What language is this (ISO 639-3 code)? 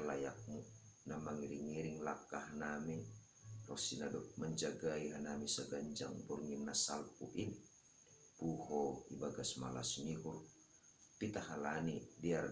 bts